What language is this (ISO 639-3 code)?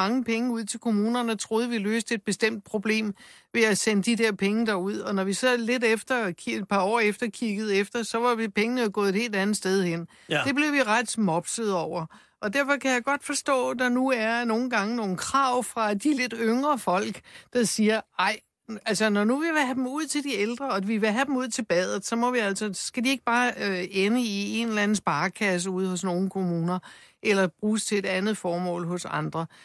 dan